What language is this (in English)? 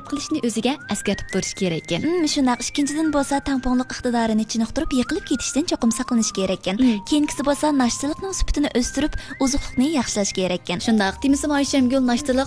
Uyghur